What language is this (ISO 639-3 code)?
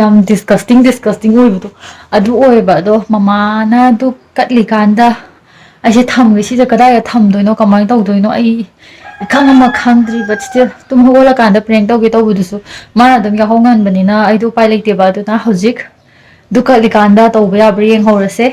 mni